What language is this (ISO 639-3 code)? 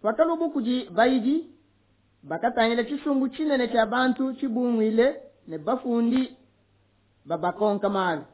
lua